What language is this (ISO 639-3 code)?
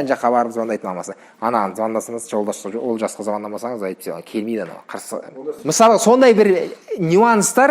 kaz